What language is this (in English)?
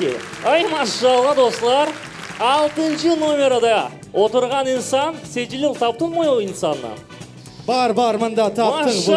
Crimean Tatar